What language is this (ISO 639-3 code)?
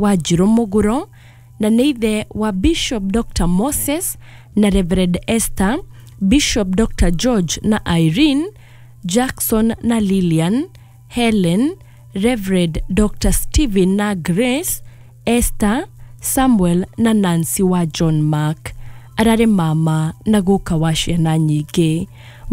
kik